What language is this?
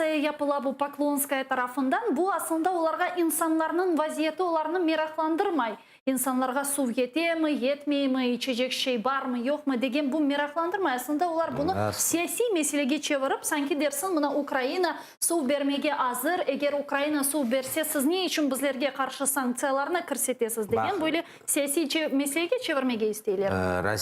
Crimean Tatar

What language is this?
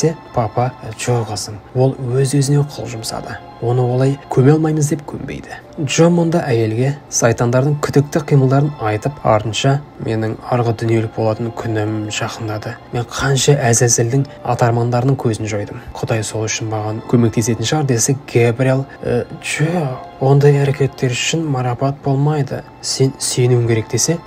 Kazakh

